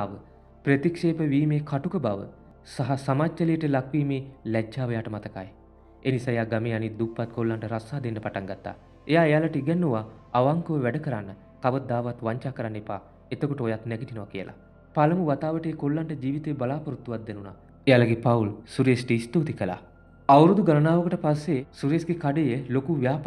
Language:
Sinhala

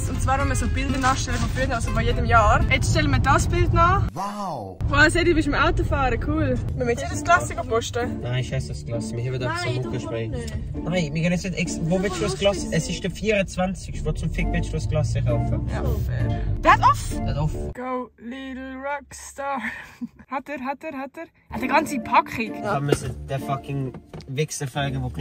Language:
Swiss German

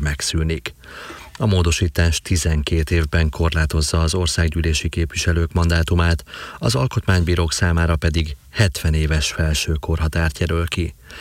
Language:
Hungarian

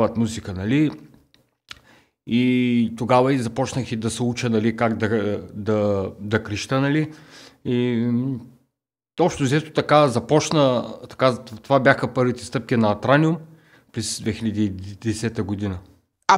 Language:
Bulgarian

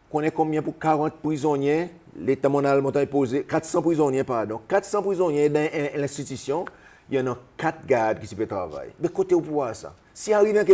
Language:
Seselwa Creole French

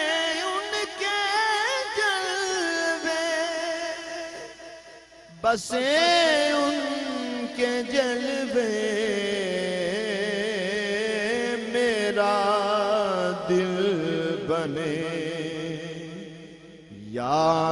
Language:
Urdu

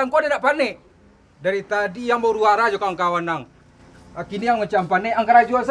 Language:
Minangkabau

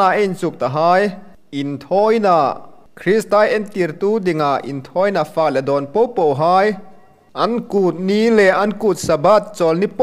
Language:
Hmar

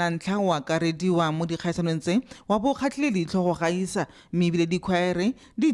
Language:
Tswana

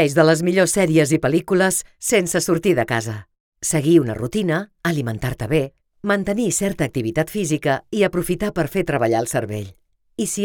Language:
Catalan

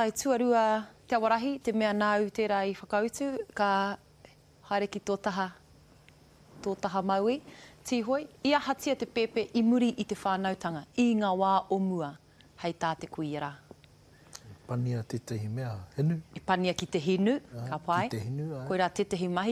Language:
Māori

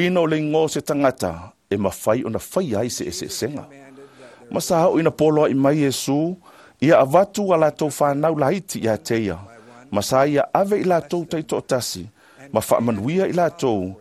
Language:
Samoan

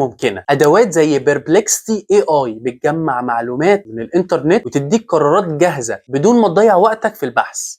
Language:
Egyptian Arabic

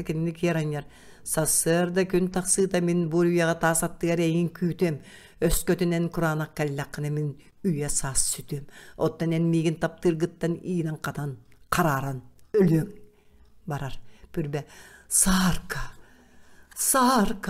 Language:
Yakut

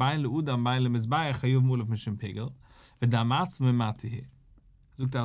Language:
Yiddish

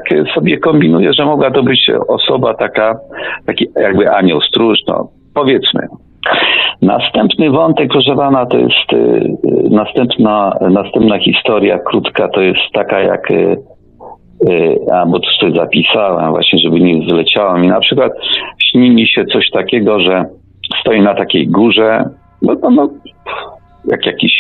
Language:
Polish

